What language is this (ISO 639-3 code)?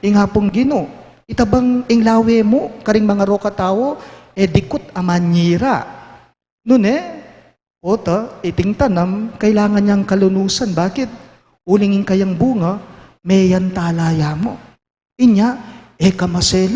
pam